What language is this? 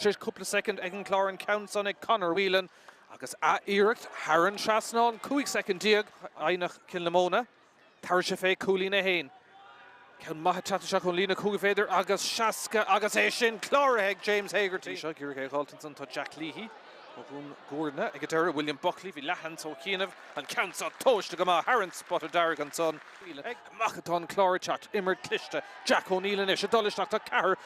Irish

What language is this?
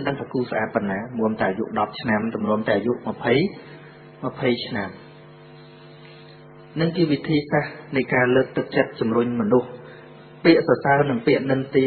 Khmer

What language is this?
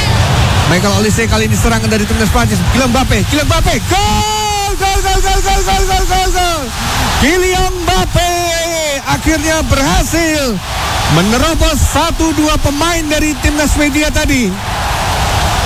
Indonesian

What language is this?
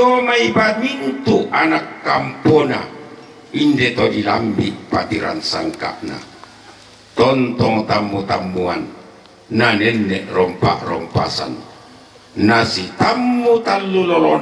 Toraja-Sa'dan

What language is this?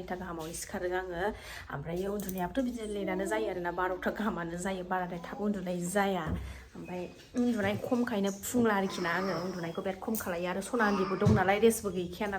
Bodo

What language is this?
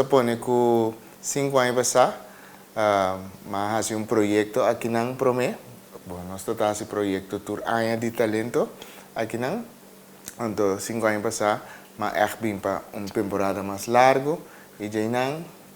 Papiamento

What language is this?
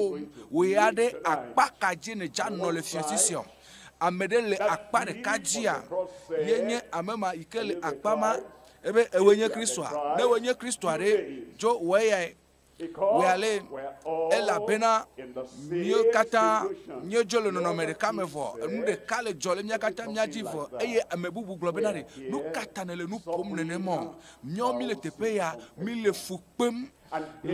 Ewe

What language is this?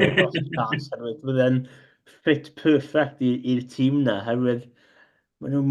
Welsh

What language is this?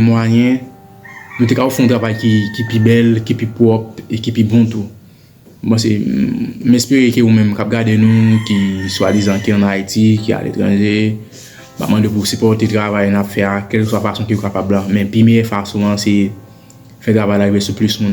Haitian Creole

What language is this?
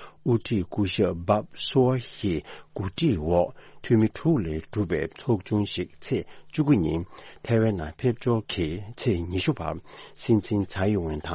Tibetan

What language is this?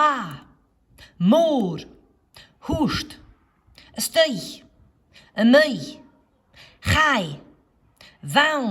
Scottish Gaelic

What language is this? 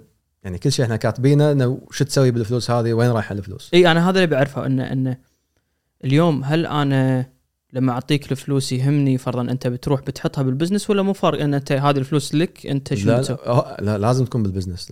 Gulf Arabic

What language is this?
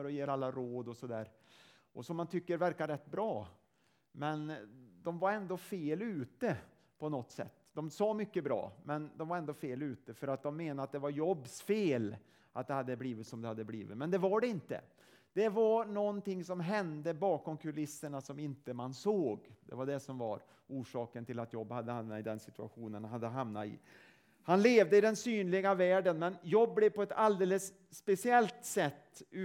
Swedish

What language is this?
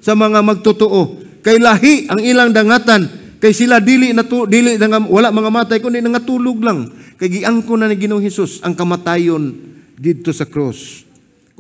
Cebuano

